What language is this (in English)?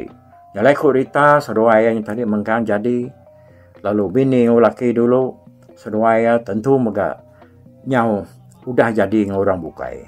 Iban